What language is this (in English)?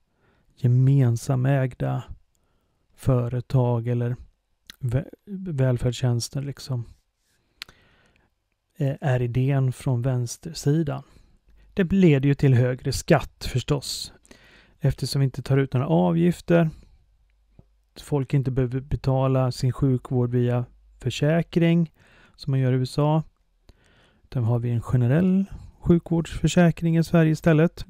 Swedish